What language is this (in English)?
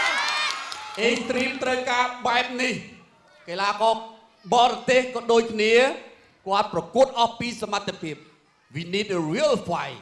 Khmer